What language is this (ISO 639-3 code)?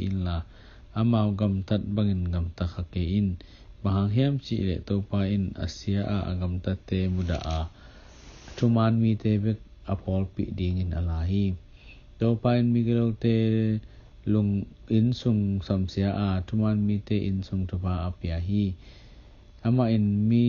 ctd